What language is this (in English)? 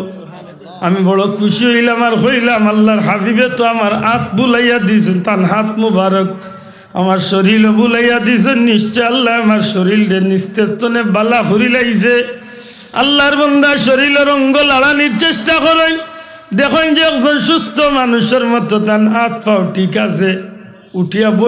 Sylheti